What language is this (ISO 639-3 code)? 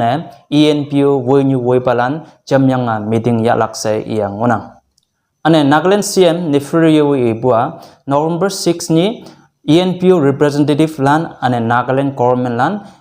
nbe